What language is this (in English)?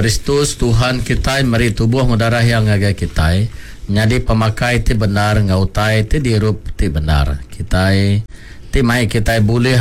Iban